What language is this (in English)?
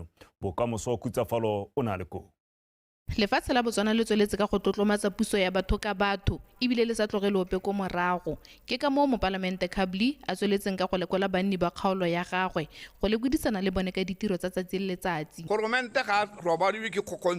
Tswana